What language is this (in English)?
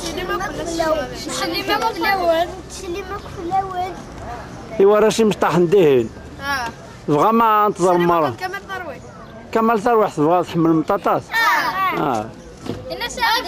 Kabyle